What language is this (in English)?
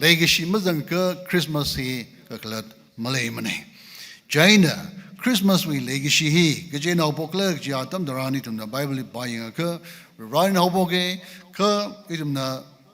Tangkhul Naga (India)